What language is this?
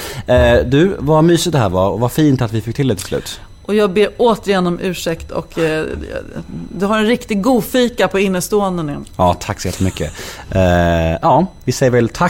Swedish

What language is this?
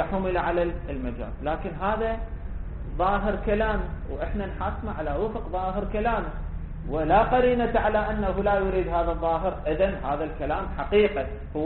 Arabic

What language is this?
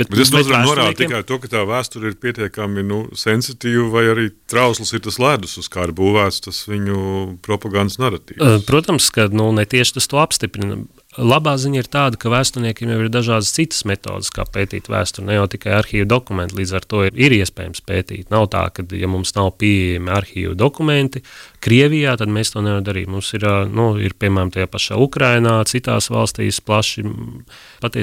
Latvian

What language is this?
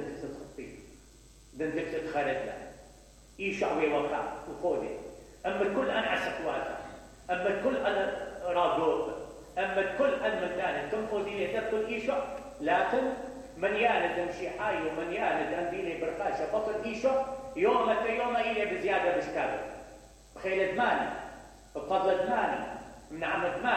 Mesopotamian Arabic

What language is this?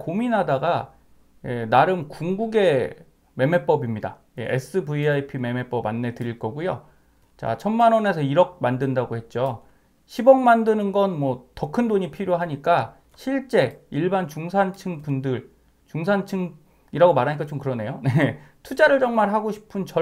Korean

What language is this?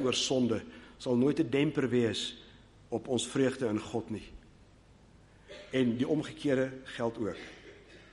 Afrikaans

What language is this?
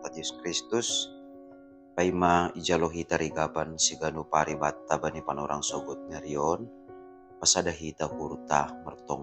Batak Simalungun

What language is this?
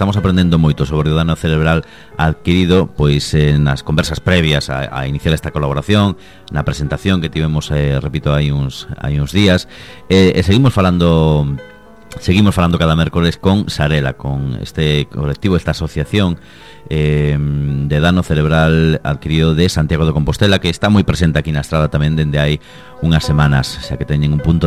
Galician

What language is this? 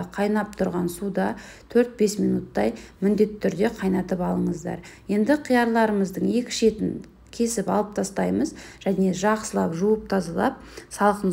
Kazakh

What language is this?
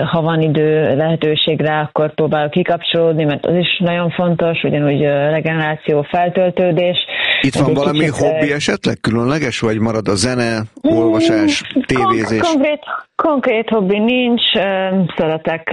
Hungarian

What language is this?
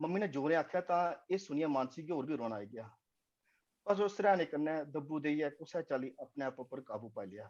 Dogri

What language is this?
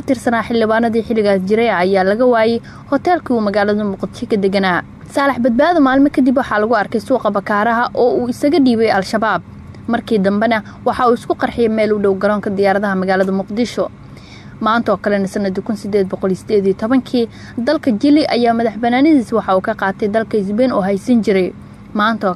Somali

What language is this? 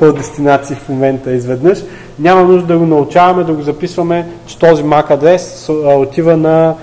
Bulgarian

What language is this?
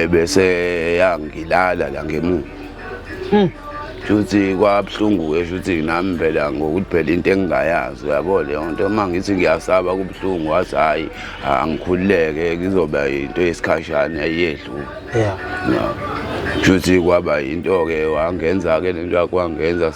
Zulu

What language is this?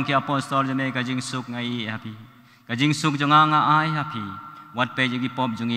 Khasi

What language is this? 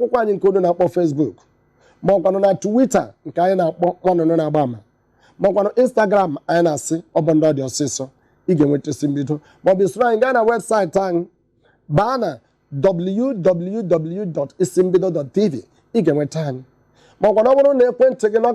Igbo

